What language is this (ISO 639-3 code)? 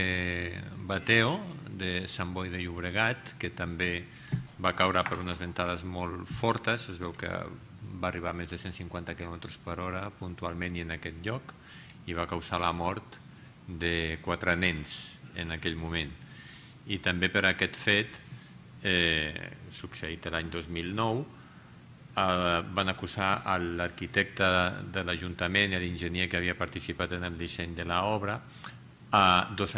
cat